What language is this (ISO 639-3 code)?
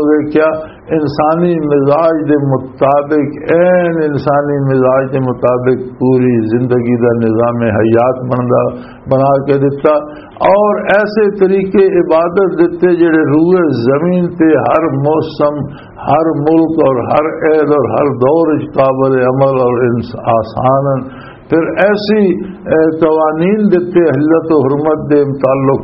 lah